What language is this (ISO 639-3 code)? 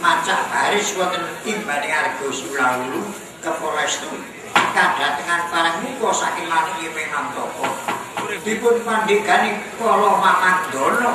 jav